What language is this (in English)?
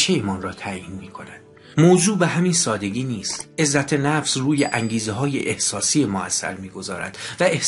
Persian